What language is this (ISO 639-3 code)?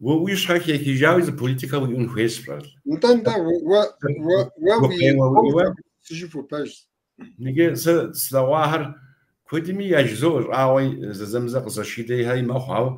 kbd